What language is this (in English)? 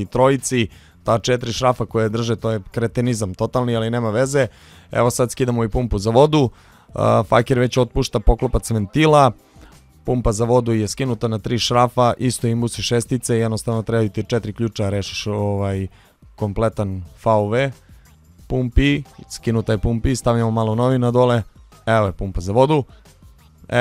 Serbian